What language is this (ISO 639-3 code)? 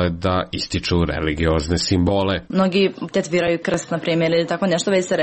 srp